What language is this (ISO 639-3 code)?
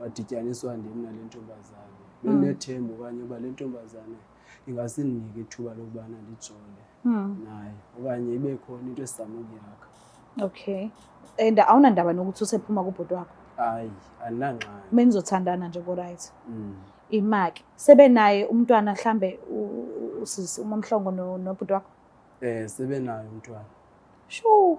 zul